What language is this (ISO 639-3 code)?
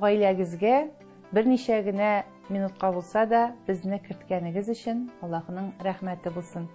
tat